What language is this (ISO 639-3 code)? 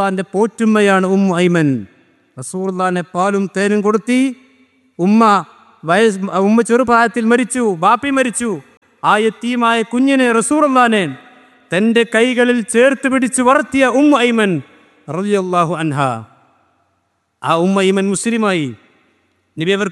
mal